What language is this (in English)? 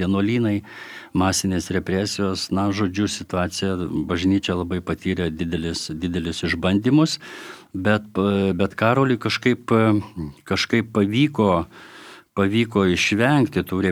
Lithuanian